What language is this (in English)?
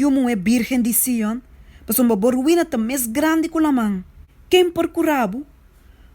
Papiamento